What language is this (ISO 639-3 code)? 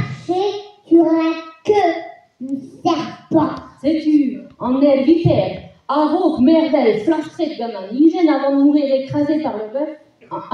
bre